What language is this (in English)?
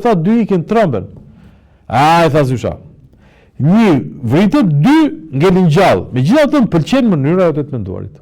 Albanian